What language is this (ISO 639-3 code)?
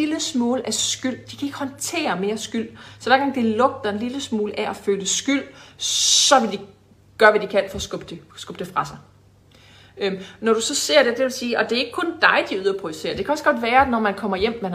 dan